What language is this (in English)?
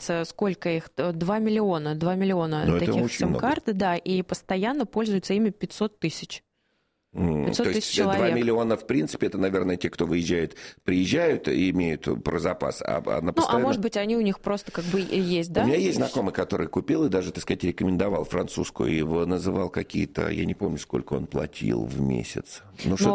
Russian